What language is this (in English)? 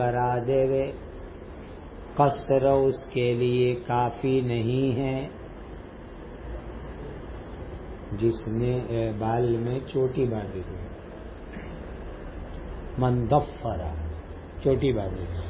Urdu